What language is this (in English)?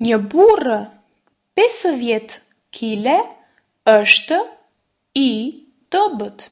Albanian